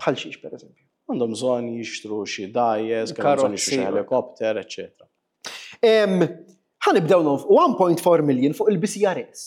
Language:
Maltese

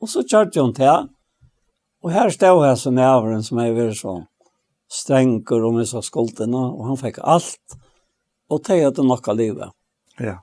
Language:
Faroese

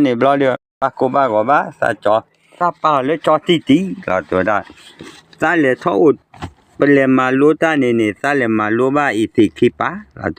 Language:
S'gaw Karen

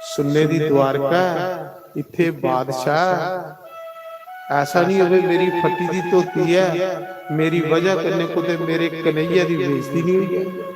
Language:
Dogri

